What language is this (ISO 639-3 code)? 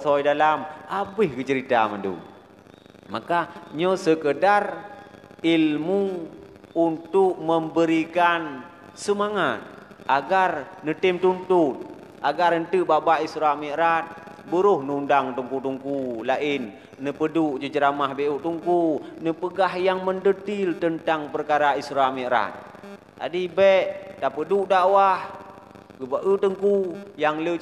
ace